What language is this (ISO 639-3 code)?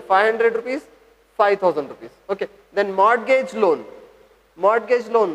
kan